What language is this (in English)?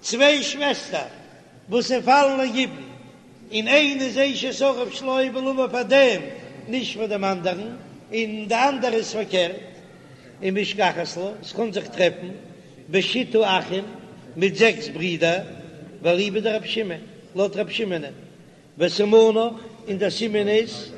Yiddish